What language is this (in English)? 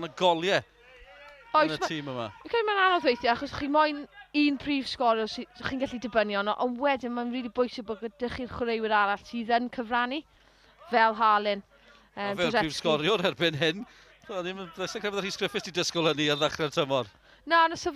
Welsh